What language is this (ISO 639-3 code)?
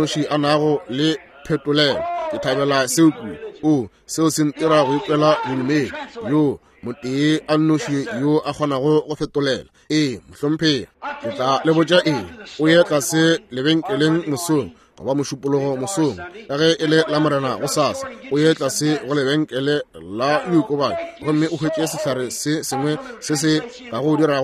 nso